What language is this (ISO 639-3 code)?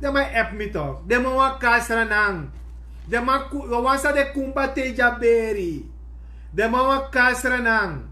srn